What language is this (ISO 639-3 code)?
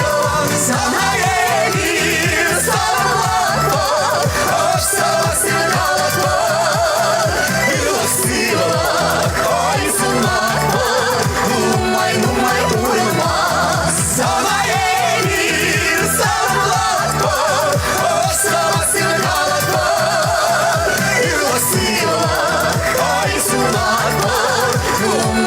chv